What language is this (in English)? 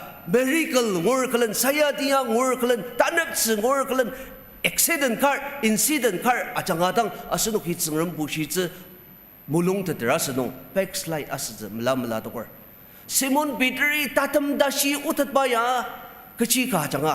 Ao Naga